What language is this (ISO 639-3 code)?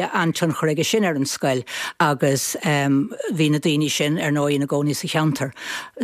gle